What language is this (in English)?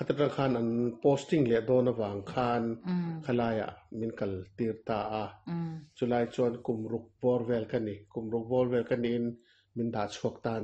Mizo